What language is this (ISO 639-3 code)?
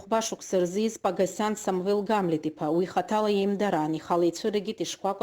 abk